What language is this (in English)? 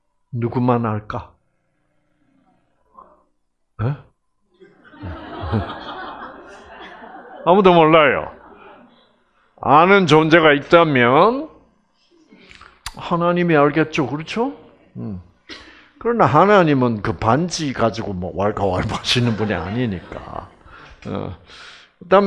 Korean